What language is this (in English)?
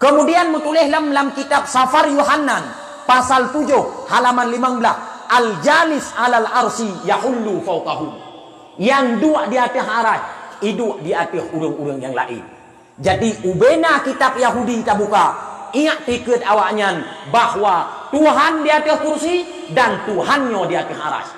Achinese